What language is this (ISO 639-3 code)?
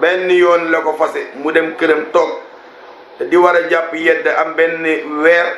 wol